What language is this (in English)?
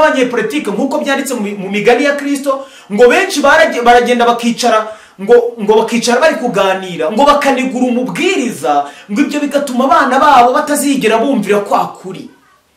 Kinyarwanda